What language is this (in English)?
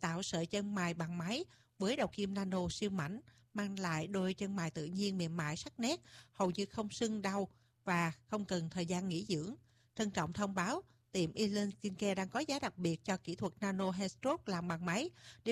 Vietnamese